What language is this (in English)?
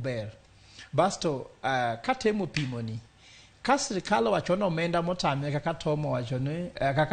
Luo (Kenya and Tanzania)